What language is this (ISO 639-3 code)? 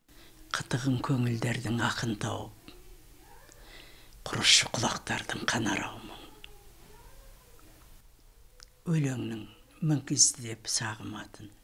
kaz